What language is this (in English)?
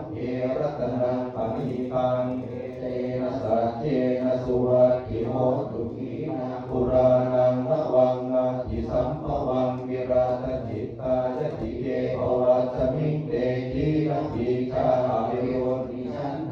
Pali